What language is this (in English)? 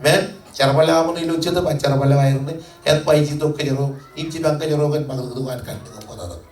Marshallese